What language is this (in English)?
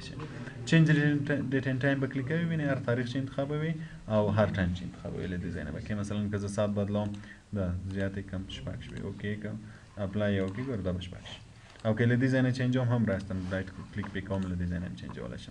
Pashto